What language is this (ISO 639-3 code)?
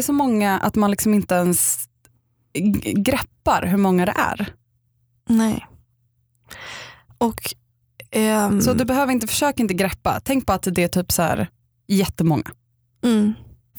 swe